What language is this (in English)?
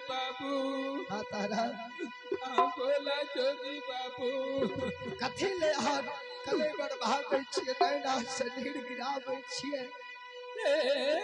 Maithili